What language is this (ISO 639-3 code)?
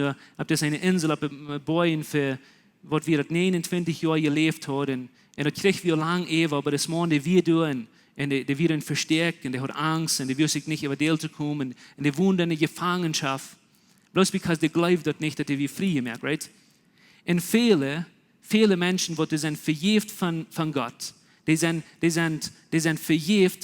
pdt